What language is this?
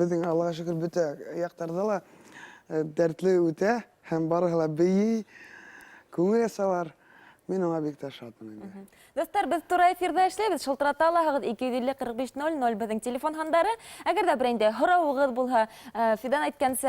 Bashkir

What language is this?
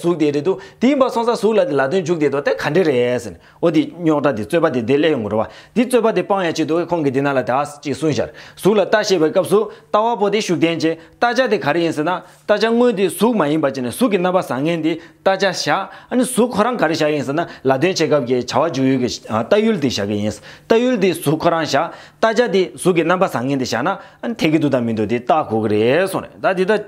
Tibetan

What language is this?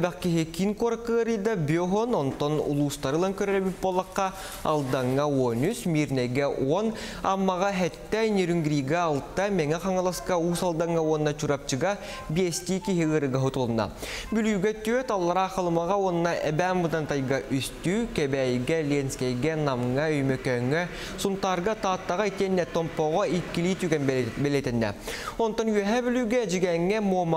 Yakut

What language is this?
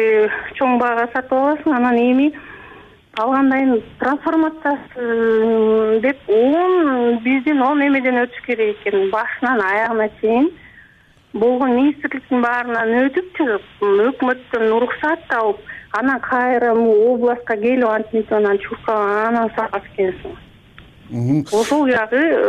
Kyrgyz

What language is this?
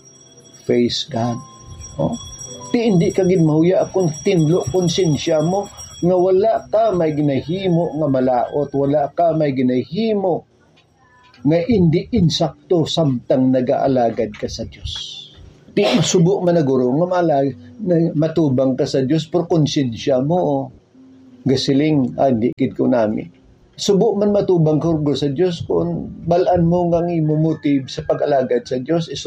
Hiligaynon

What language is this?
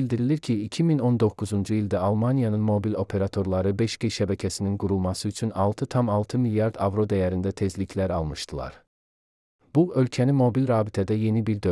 Azerbaijani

